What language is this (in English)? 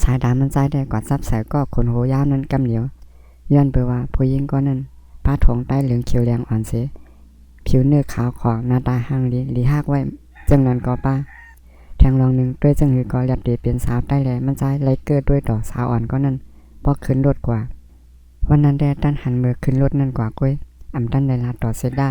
Shan